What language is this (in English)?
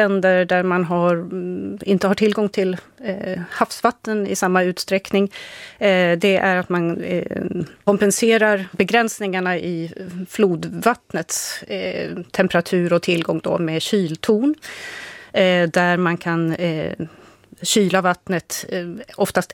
Swedish